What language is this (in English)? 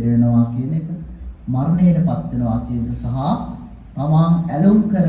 Sinhala